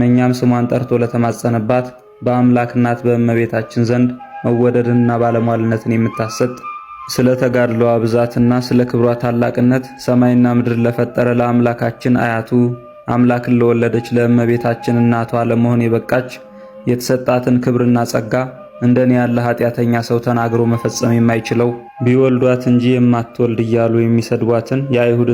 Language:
Amharic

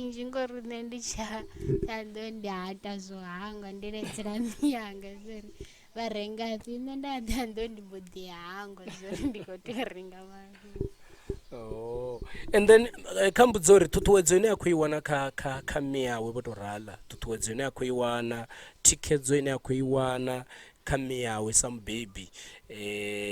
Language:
Venda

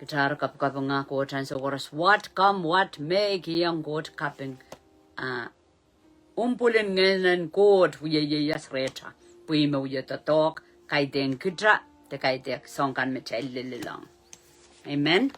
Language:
Pohnpeian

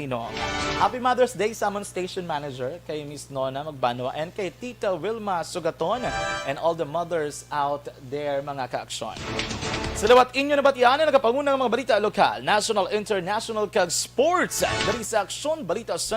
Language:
Hiligaynon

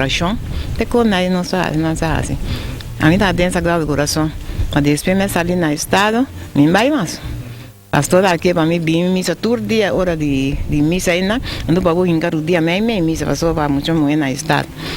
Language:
Papiamento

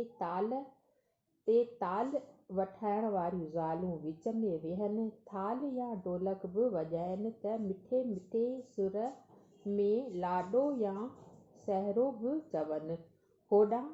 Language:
Sindhi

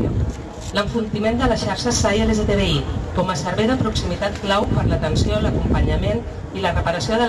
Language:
Catalan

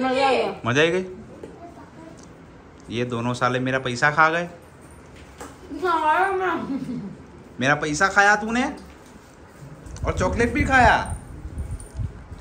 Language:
Gujarati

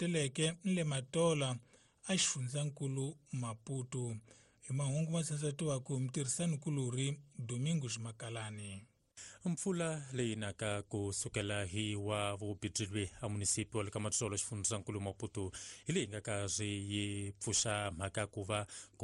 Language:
Tsonga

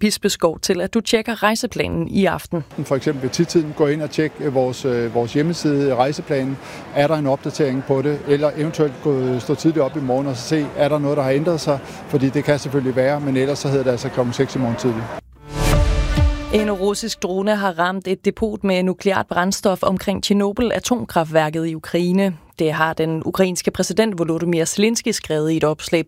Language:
Danish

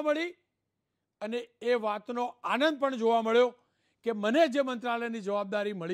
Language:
Gujarati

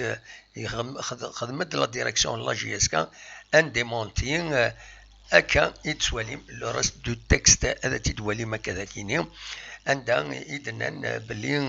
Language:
Kabyle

